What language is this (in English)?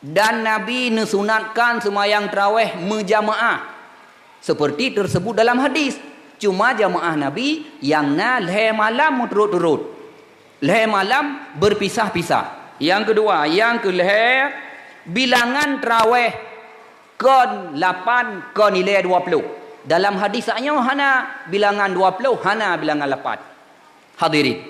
Achinese